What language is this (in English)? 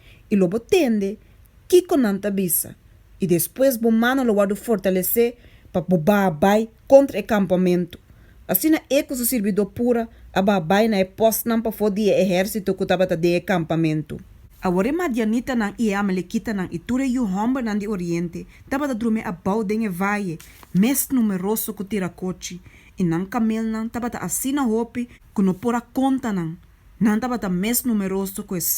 Papiamento